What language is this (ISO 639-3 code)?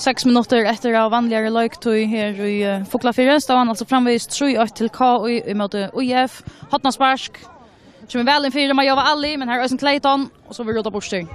fao